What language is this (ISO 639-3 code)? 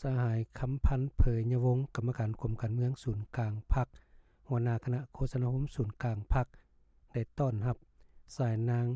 lao